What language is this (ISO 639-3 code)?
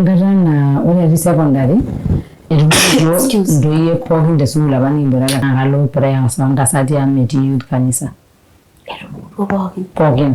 mas